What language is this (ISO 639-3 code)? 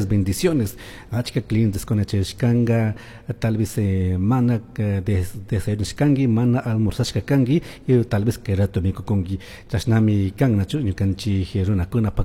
qug